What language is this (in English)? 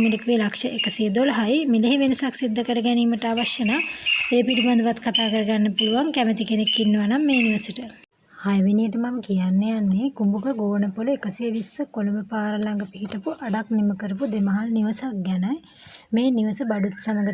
Sinhala